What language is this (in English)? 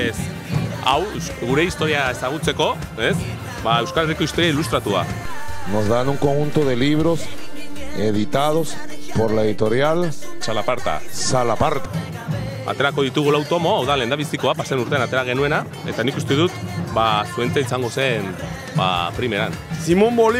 Basque